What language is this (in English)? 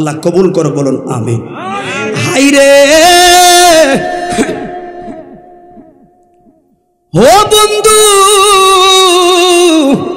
Bangla